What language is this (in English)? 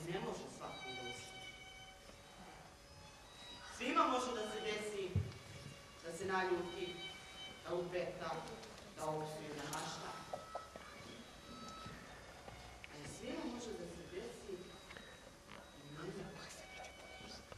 Serbian